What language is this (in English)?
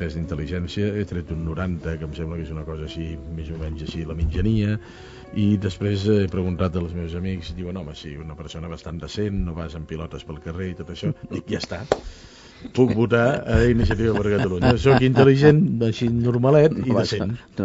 Catalan